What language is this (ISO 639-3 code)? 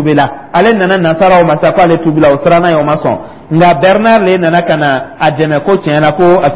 dyu